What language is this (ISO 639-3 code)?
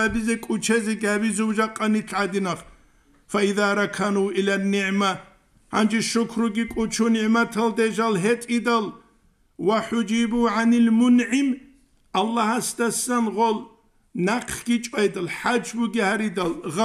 ava